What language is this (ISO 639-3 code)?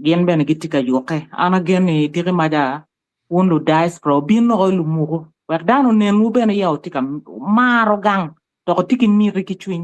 ach